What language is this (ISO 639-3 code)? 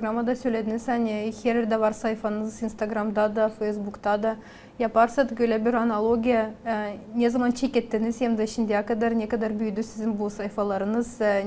gag